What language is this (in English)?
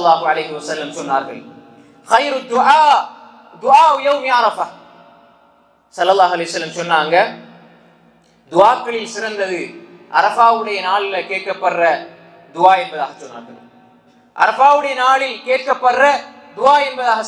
Tamil